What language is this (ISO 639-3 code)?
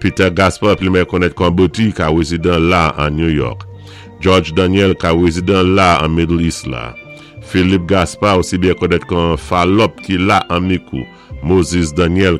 acf